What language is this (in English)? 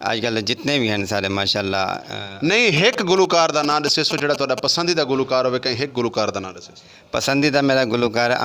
Saraiki